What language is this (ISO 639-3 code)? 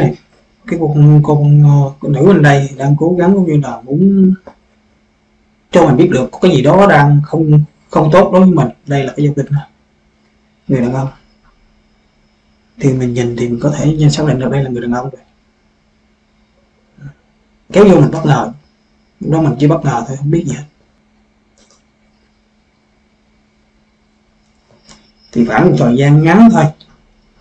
vie